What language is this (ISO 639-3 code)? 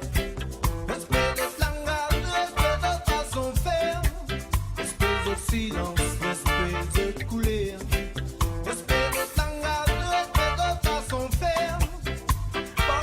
mfe